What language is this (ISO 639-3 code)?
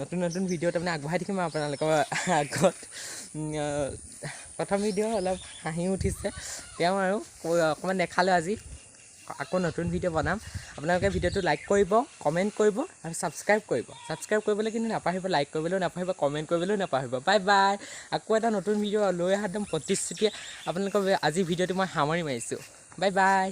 asm